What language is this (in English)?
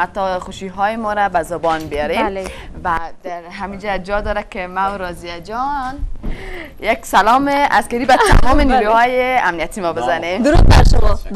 Persian